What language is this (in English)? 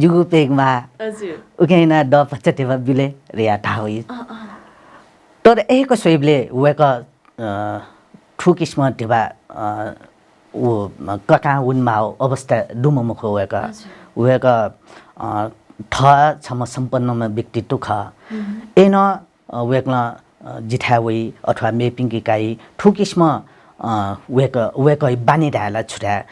Newari